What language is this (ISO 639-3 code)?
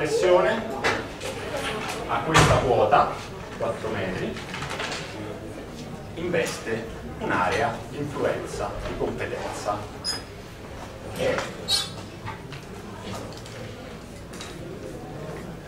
ita